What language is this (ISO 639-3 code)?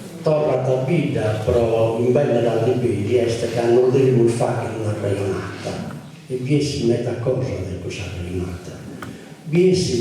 srd